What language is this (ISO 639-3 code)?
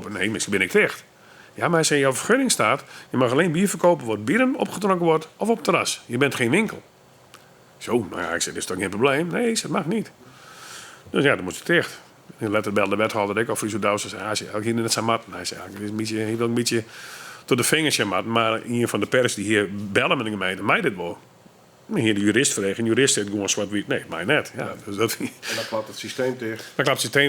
fry